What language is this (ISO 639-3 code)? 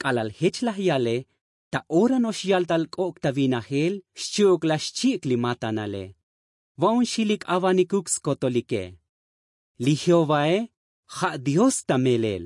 tzo